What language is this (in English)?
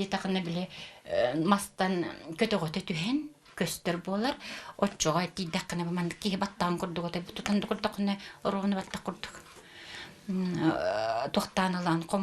Yakut